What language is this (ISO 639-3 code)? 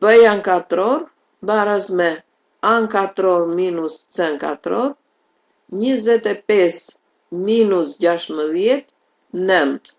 sqi